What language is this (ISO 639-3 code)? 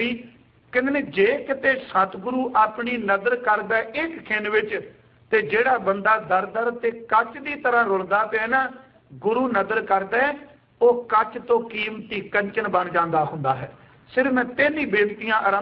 pan